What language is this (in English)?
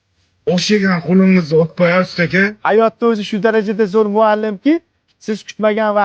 Uzbek